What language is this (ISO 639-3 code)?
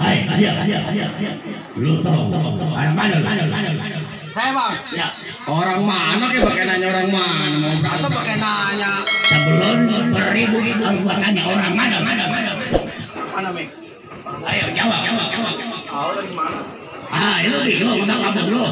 bew